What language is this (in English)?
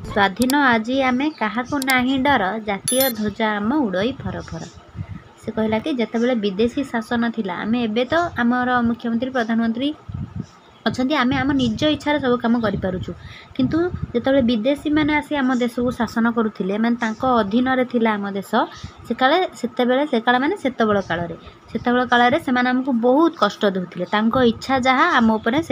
Odia